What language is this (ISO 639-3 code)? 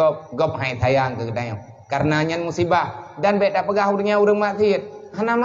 ace